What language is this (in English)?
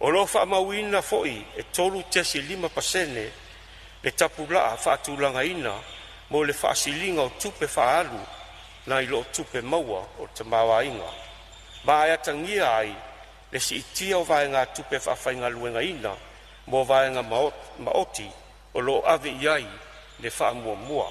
Samoan